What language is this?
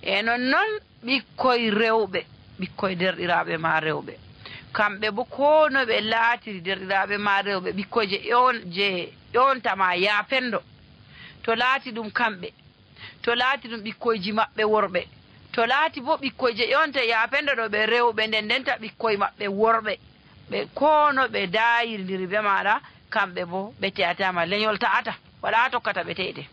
Nigerian Fulfulde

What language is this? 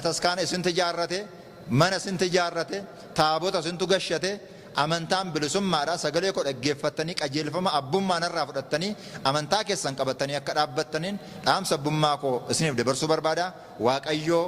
Oromo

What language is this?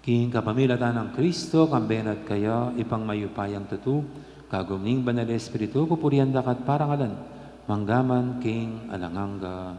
Pampanga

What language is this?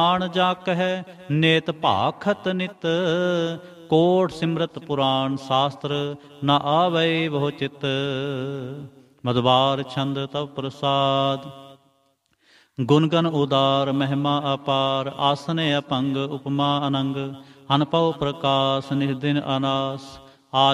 Punjabi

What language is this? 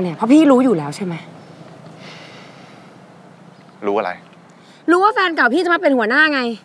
Thai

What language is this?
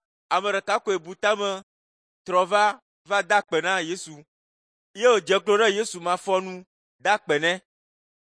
Ewe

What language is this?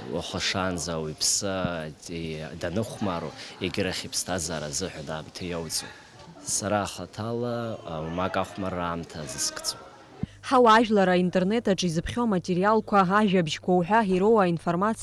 Abkhazian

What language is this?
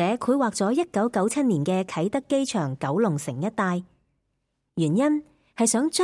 Cantonese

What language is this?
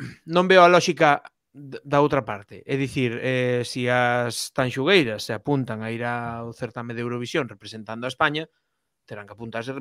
Galician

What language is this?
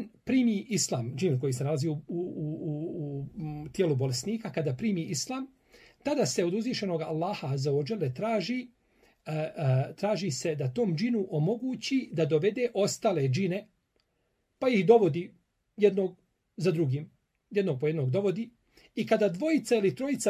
Bosnian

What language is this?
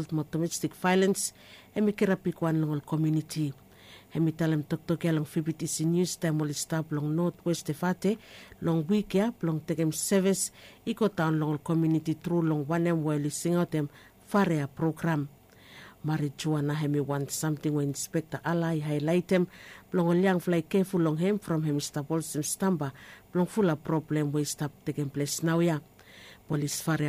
Bislama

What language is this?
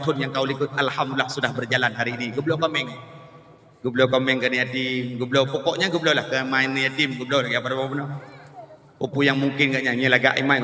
Achinese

